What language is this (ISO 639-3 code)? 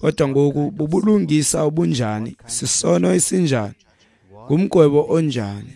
xho